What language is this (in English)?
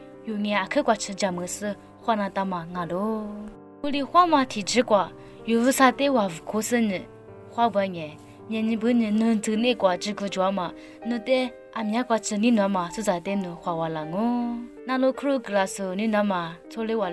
Lisu